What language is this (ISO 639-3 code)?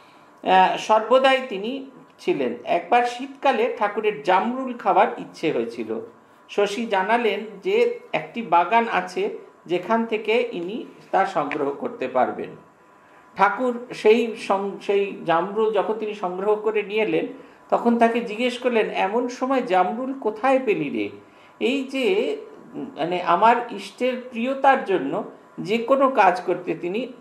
ben